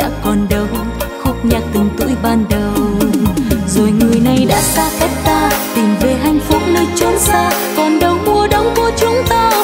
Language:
Vietnamese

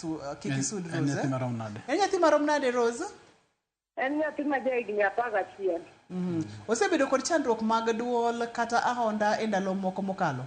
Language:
Luo (Kenya and Tanzania)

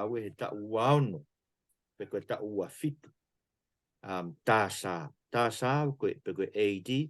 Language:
Tongan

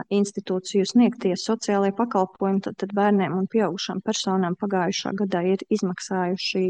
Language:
Latvian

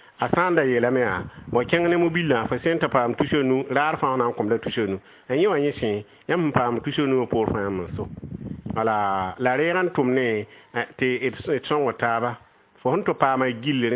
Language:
Mossi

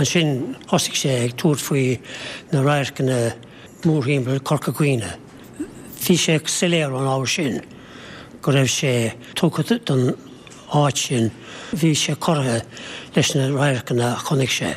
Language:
Irish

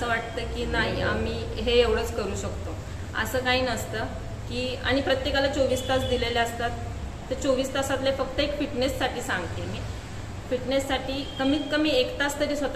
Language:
Marathi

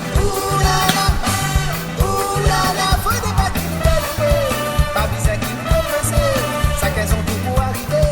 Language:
Réunion Creole French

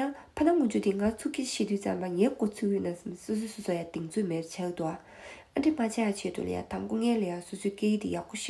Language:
Tibetan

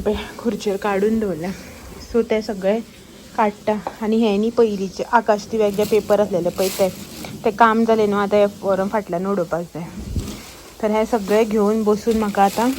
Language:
Konkani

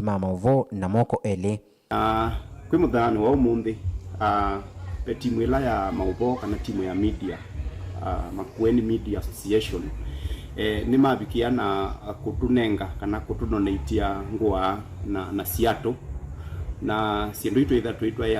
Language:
Kamba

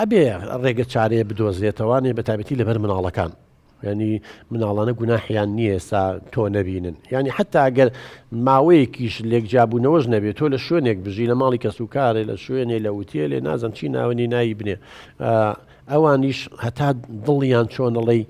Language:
Central Kurdish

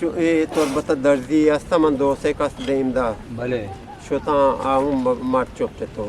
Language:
Eastern Balochi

